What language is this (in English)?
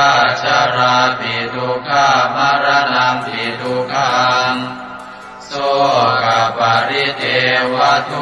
Pali